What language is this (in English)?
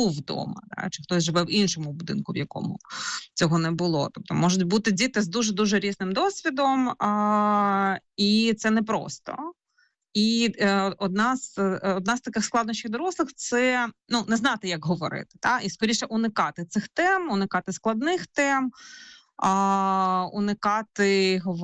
Ukrainian